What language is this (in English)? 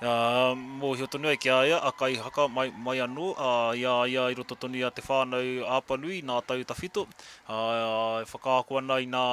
Māori